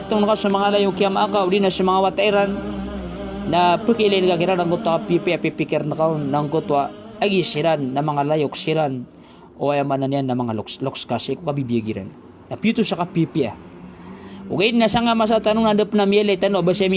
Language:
Maranao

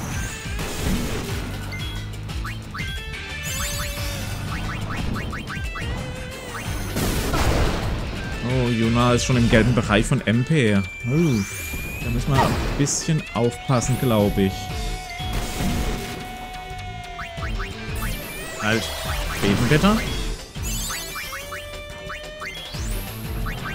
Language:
German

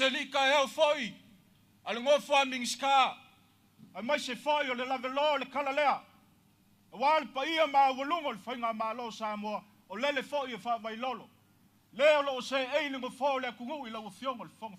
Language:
Samoan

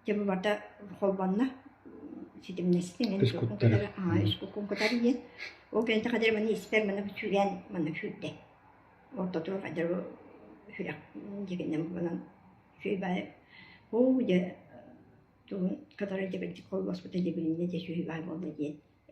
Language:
Yakut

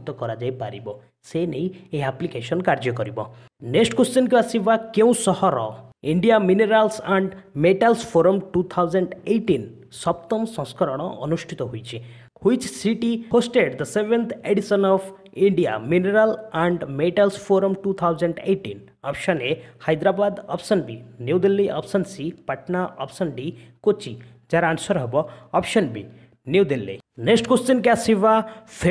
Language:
Odia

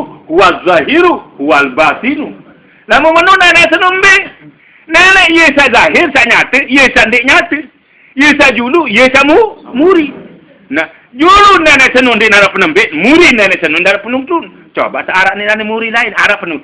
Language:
Sasak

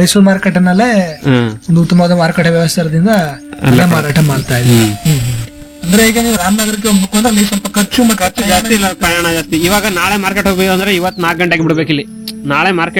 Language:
Kannada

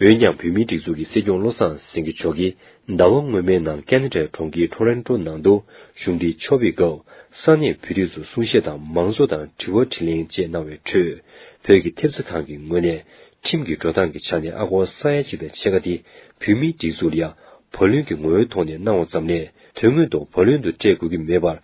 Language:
Tibetan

